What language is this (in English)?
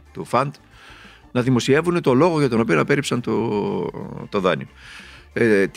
Greek